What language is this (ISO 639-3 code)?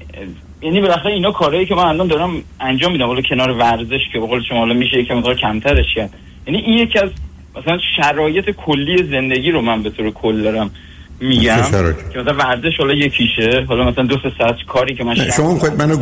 fas